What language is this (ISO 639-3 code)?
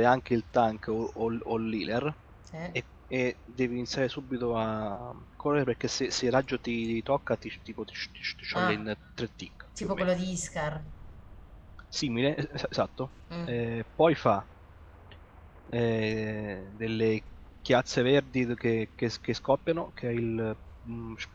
ita